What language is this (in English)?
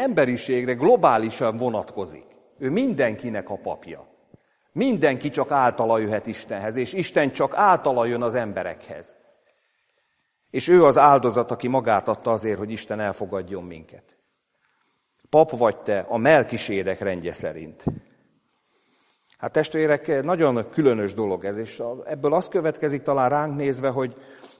Hungarian